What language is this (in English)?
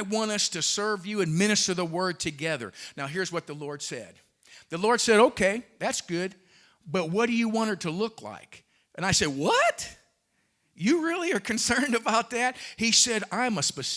English